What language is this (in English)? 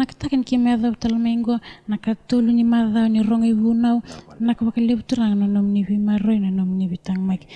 Fijian